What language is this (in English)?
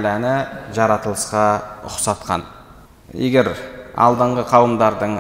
Kazakh